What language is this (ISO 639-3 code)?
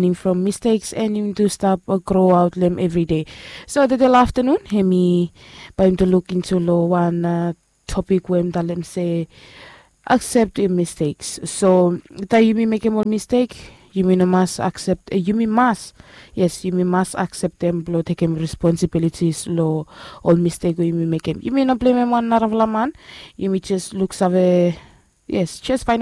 bis